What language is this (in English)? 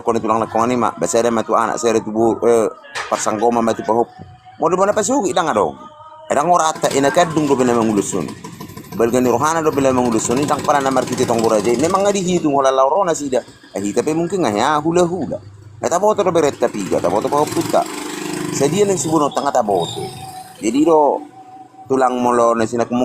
Batak Toba